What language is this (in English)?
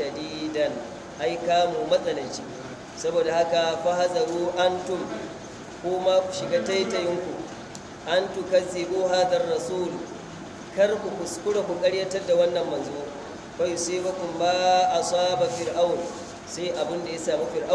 Hausa